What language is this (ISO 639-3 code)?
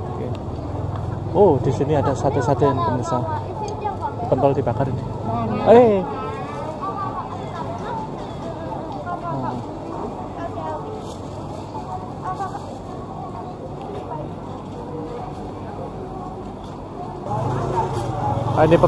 ind